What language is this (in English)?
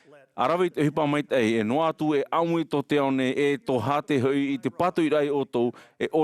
Tahitian